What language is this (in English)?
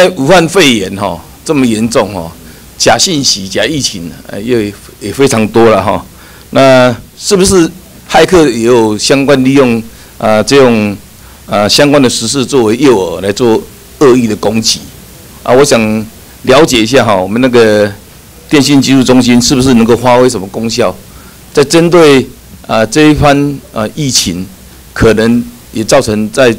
Chinese